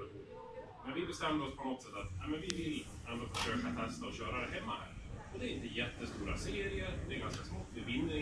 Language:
Swedish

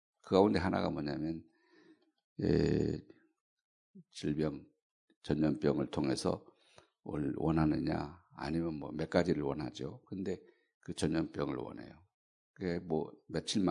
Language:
Korean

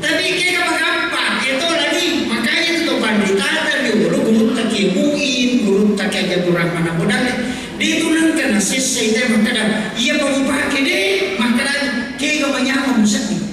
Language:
Buginese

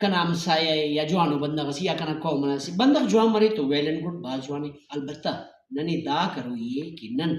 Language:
Brahui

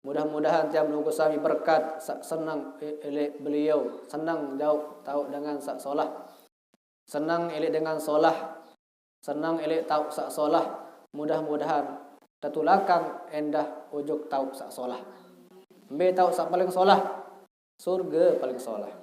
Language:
Sasak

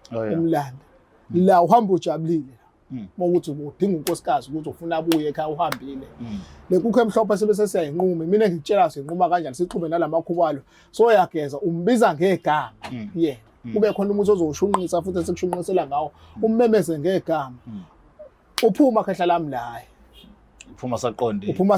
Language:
Zulu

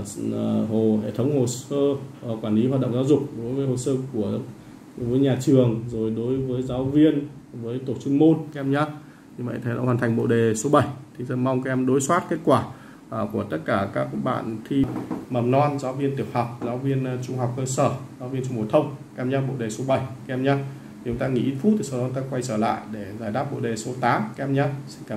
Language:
Vietnamese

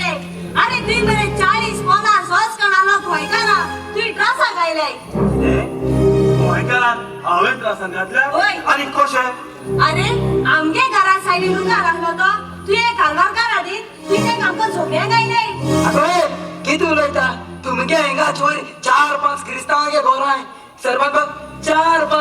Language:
Konkani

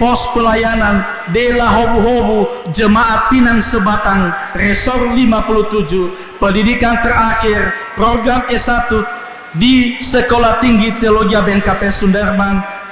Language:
Nias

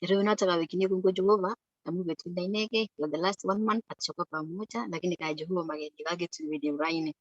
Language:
Kalenjin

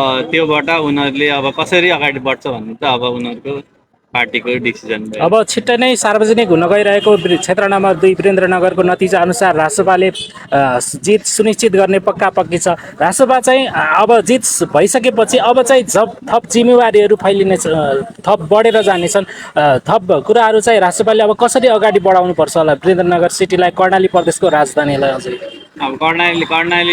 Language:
Nepali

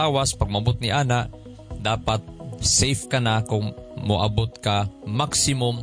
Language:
Cebuano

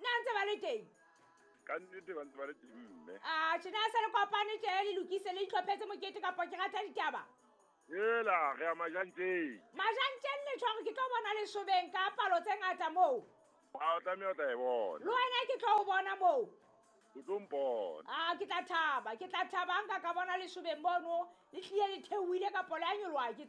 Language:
Southern Sotho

